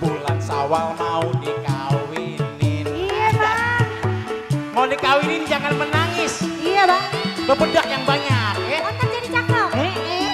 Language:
Betawi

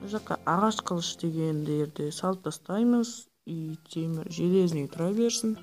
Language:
Kara-Kalpak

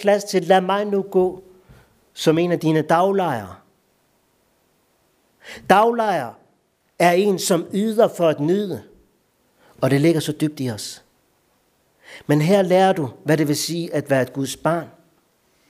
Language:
Danish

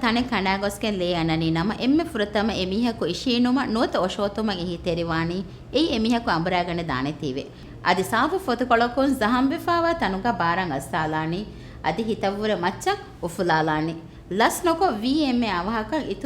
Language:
Divehi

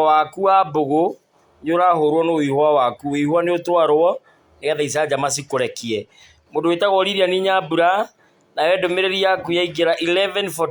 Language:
Kikuyu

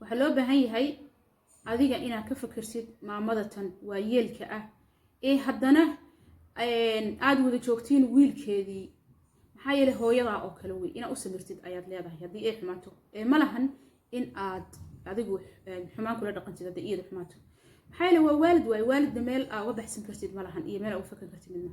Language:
Somali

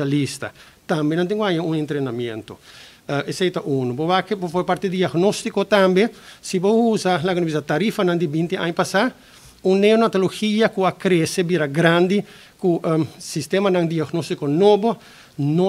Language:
Papiamento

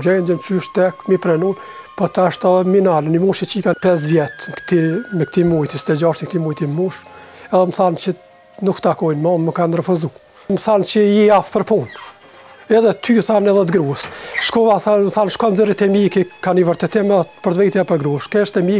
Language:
Albanian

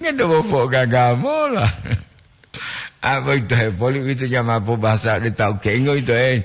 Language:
Gorontalo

